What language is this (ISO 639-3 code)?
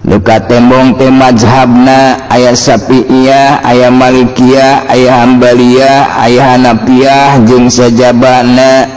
sun